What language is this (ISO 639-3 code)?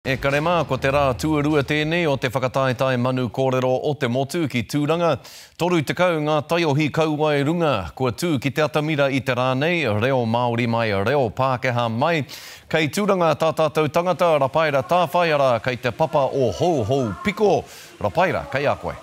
mri